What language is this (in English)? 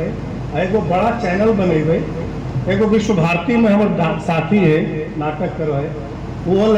Magahi